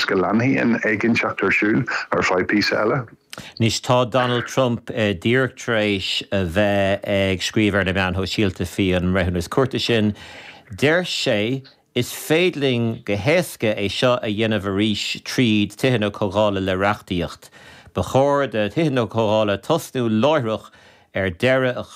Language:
Irish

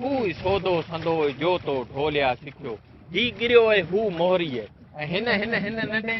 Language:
Sindhi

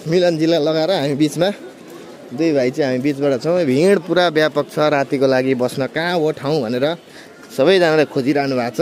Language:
Nepali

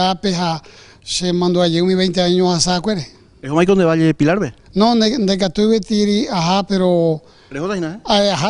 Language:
Guarani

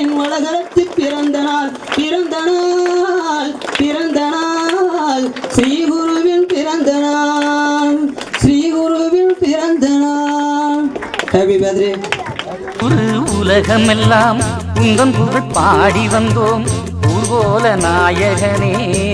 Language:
Tamil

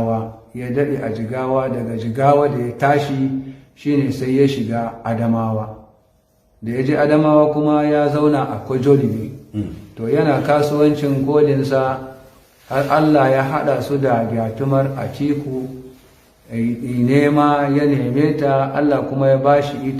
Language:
Hausa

